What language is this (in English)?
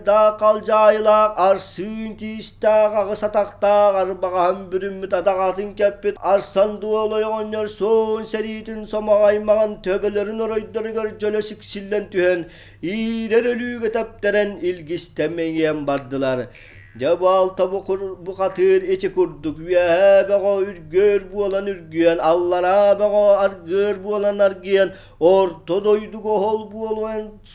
Yakut